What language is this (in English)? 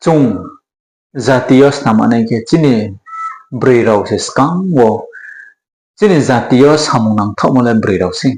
Riang (India)